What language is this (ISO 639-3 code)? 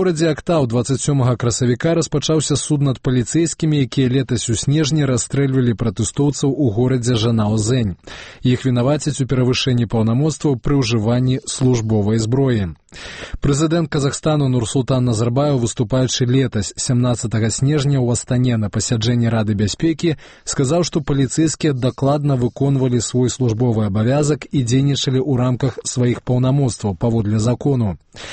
bel